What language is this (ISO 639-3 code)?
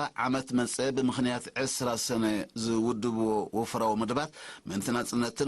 tir